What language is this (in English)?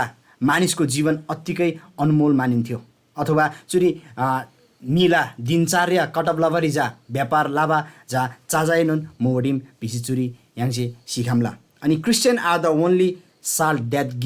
Eastern Tamang